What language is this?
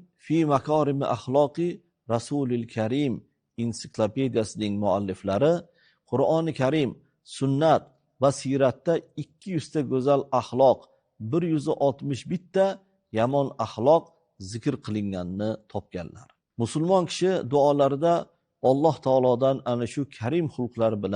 Uzbek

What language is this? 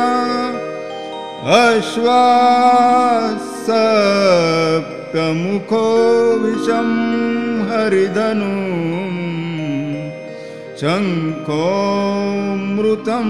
Marathi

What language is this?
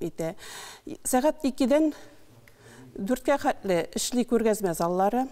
Tatar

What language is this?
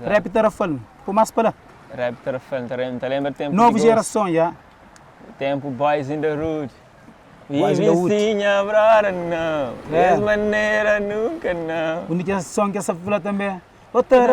Kabuverdianu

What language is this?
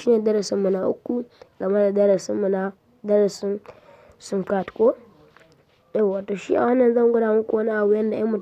Hausa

